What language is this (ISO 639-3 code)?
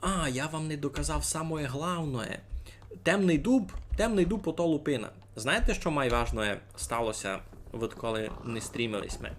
rue